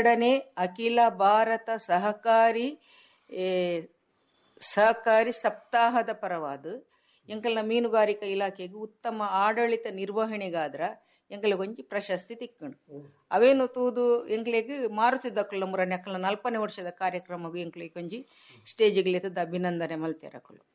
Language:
Tulu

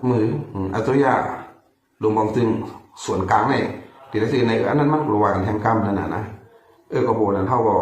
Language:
Shan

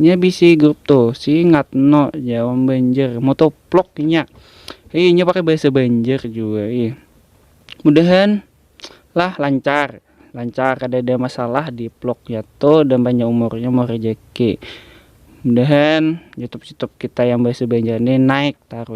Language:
Banjar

